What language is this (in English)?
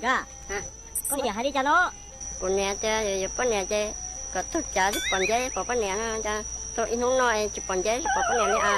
Hmong